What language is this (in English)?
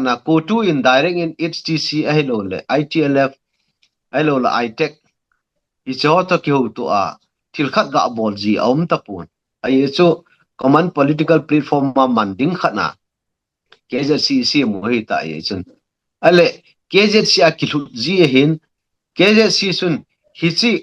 Thado Chin